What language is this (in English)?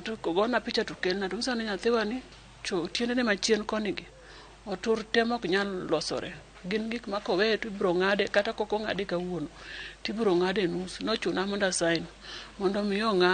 Luo (Kenya and Tanzania)